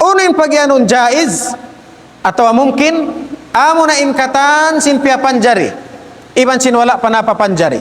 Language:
Tausug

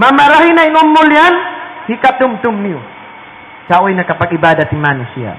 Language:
Tausug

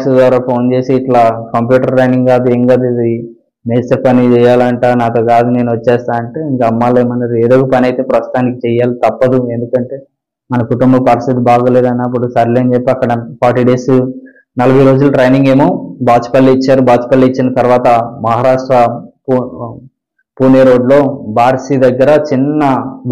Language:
Telugu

